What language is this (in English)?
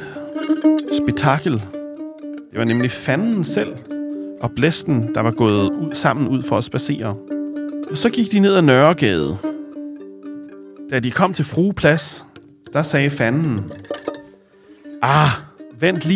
Danish